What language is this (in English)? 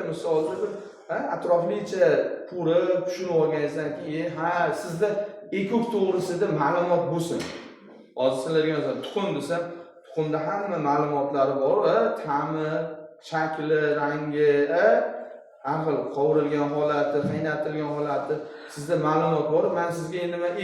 Uzbek